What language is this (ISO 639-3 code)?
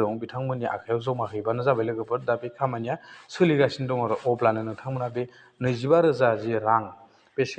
brx